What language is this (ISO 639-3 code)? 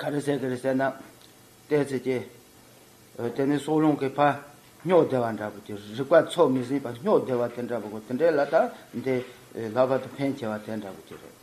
bod